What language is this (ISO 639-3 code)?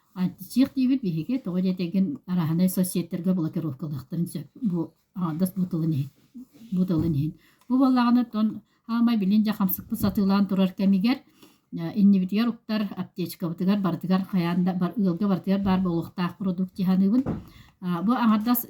sah